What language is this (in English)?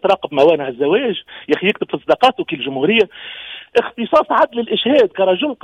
Tunisian Arabic